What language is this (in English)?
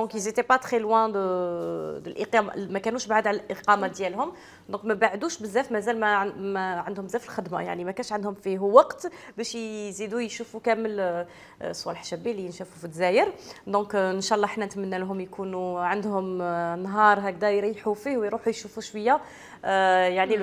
Algerian Arabic